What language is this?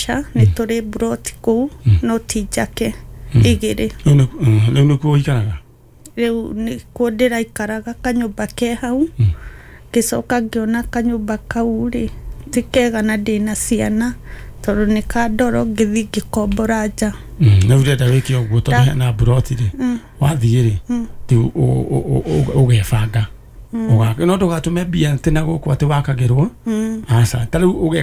Kikuyu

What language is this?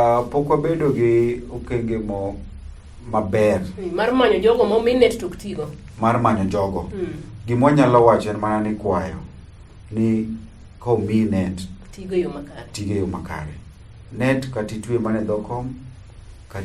Luo (Kenya and Tanzania)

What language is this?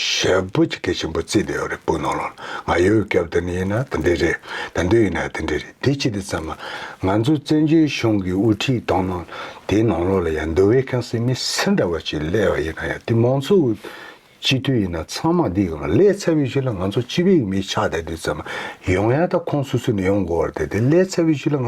Tibetan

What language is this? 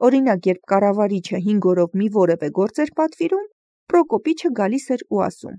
Armenian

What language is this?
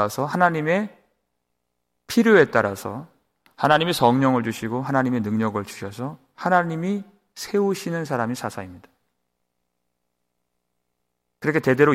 Korean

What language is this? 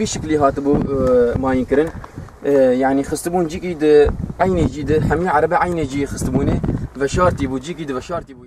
Kurdish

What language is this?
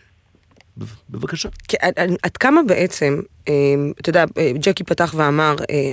Hebrew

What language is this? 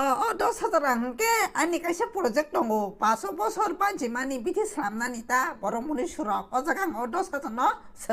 Kok Borok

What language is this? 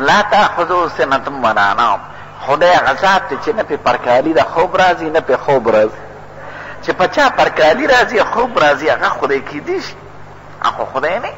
Pashto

